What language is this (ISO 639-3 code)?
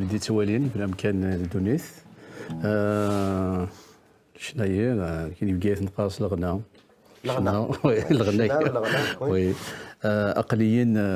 kab